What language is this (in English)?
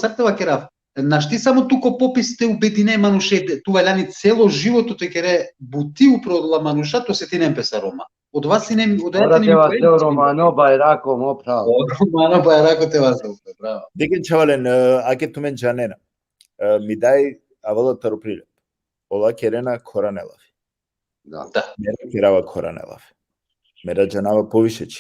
Balkan Romani